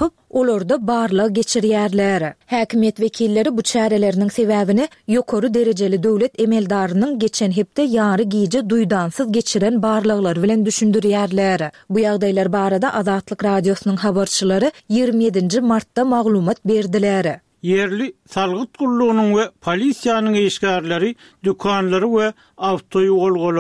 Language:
Turkmen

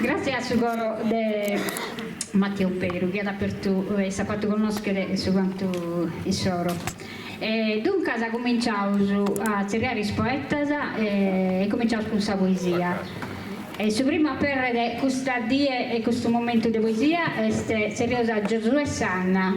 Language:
Sardinian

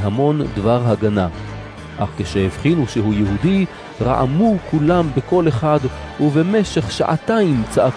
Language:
Hebrew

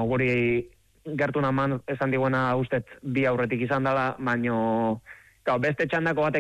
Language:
Basque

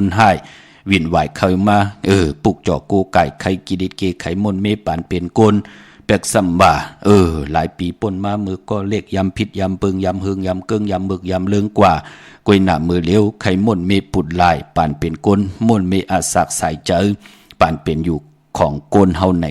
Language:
Shan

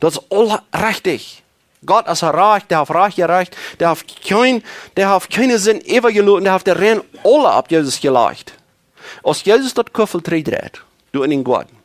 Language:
Plautdietsch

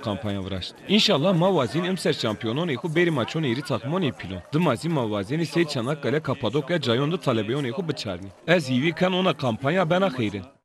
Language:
Zaza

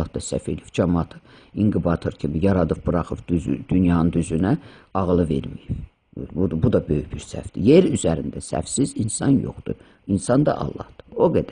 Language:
Azerbaijani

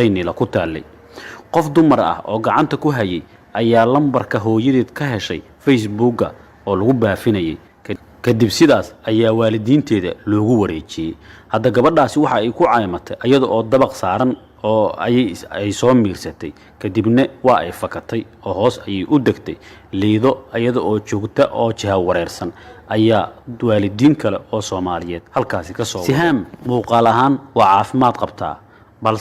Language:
Somali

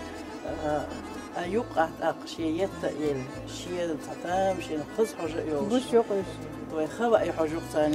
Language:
Chechen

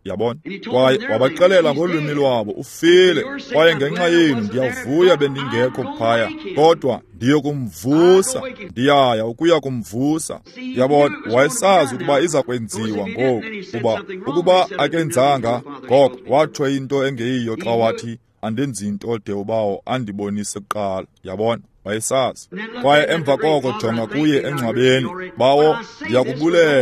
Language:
Xhosa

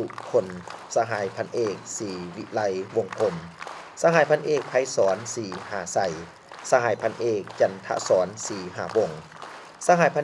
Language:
Lao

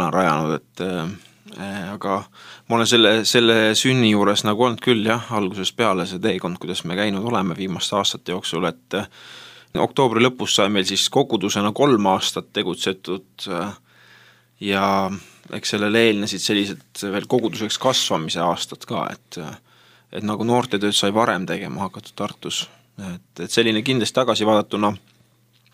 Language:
Estonian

